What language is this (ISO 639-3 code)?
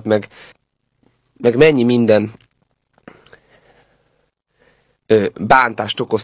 hun